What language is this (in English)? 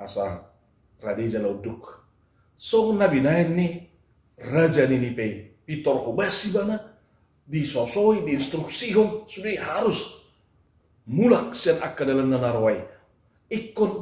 Batak Toba